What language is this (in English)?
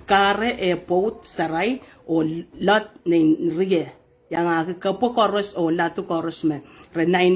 Pohnpeian